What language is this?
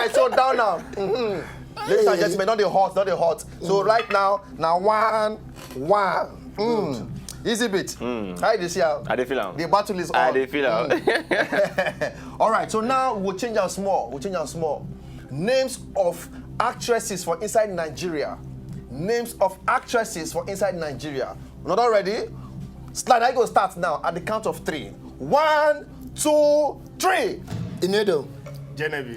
Nigerian Pidgin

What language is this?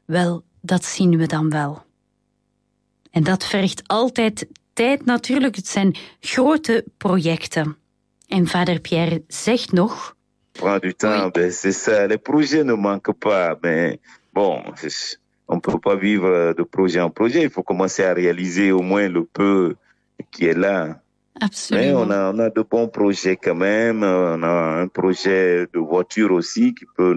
Dutch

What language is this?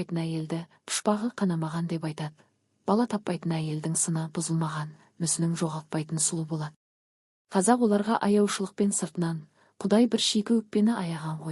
Kazakh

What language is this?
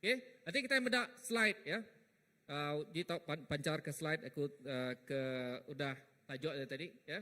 Iban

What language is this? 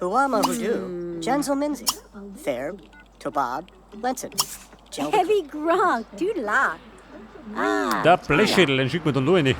Bavarian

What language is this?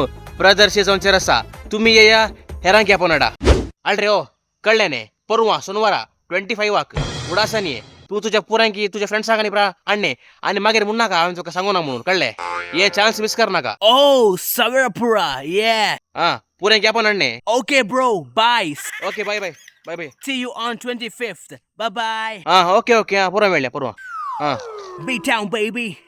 Konkani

